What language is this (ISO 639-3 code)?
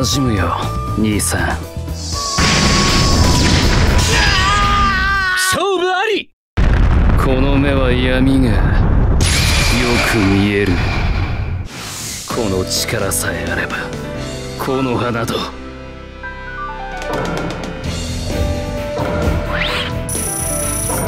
jpn